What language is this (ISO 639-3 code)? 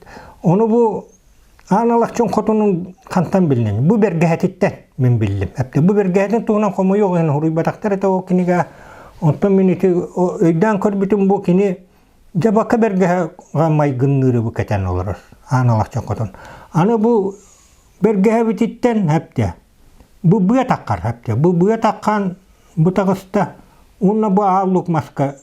sah